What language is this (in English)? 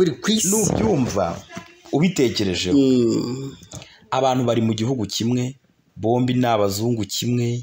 Kinyarwanda